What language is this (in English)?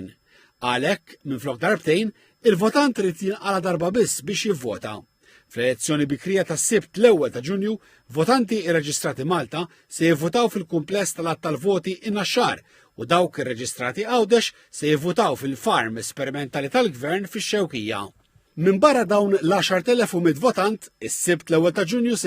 Maltese